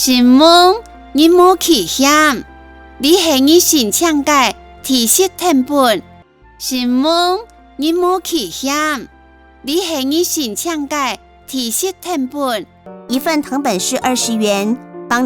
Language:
Hakka Chinese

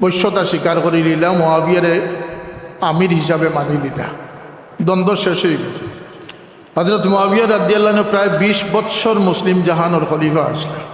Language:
Sylheti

